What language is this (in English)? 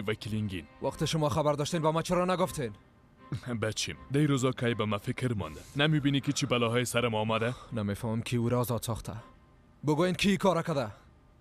Persian